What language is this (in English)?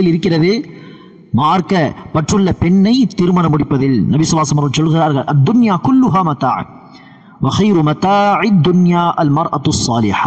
Tamil